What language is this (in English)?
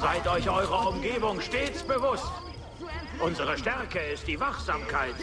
Bavarian